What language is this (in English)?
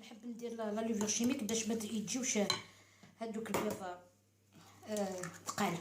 Algerian Arabic